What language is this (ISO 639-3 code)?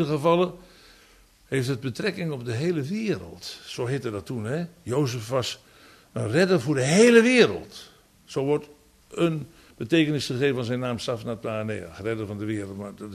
nld